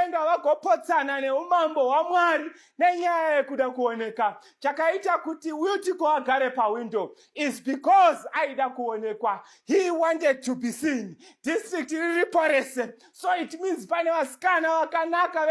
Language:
Shona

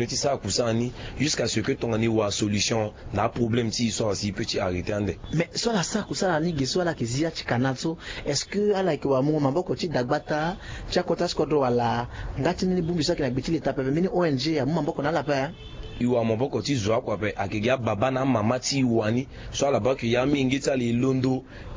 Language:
Sango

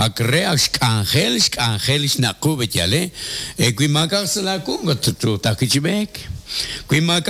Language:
Kekchí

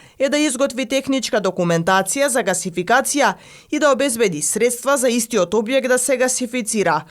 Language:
Macedonian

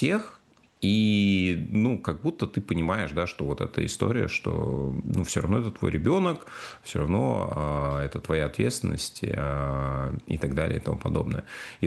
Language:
Russian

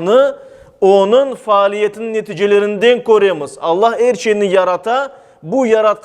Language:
Crimean Tatar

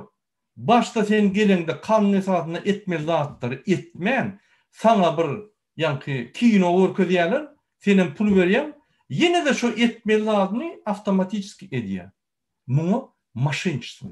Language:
Turkmen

